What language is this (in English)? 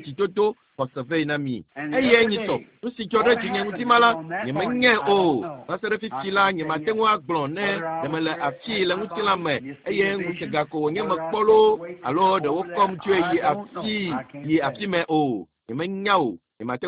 Ewe